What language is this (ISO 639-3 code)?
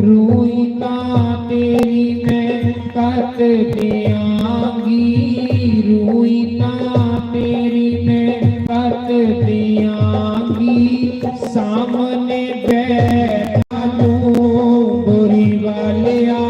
doi